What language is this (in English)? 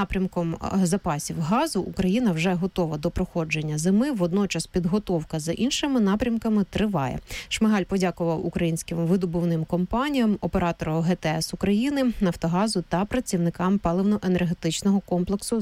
Ukrainian